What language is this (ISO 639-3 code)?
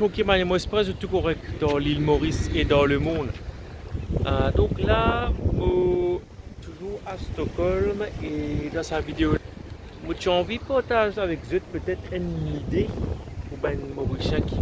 mfe